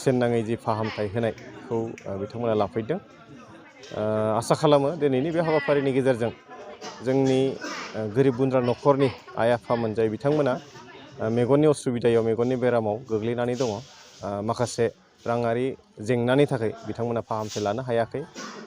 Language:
Bodo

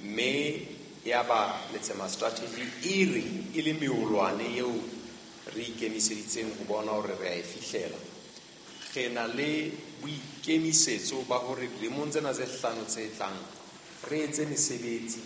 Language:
Southern Sotho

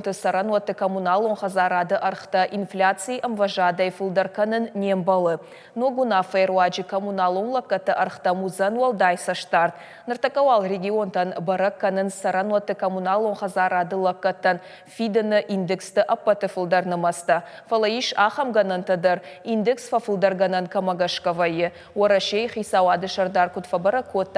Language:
Ossetic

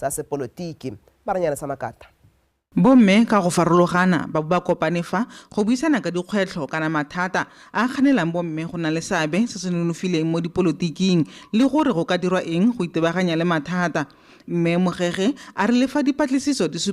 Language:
Tswana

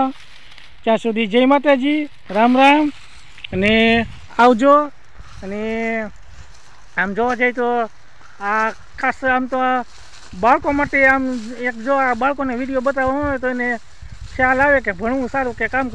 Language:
Gujarati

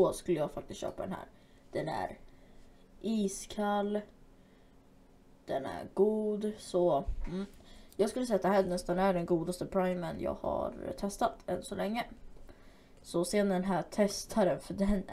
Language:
Swedish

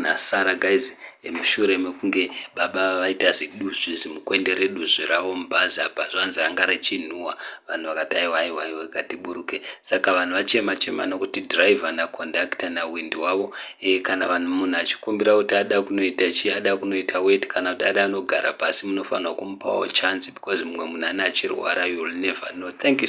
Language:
Shona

